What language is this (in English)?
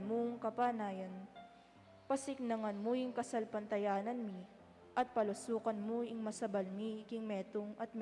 Pampanga